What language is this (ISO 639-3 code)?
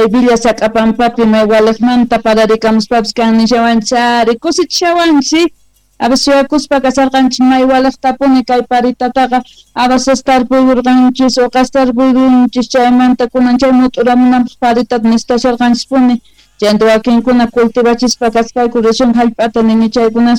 que